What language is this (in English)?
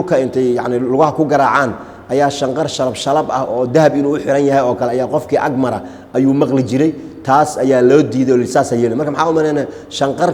Somali